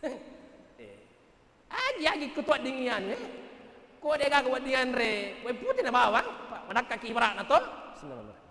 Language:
Buginese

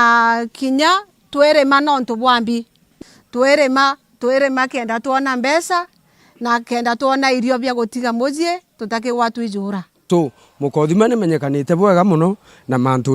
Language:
Meru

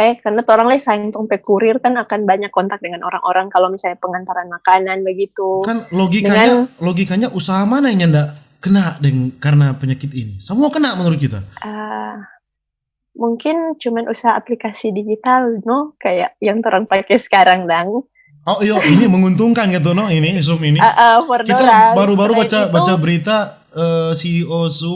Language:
Manado Malay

